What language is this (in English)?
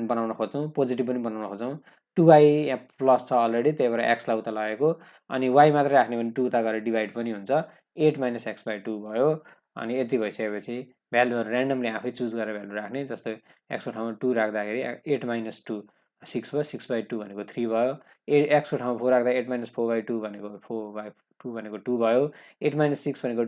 Nepali